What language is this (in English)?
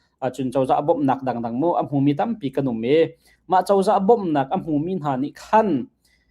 Hakha Chin